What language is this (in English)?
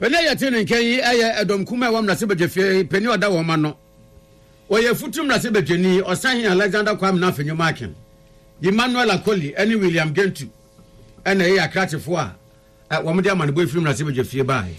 Akan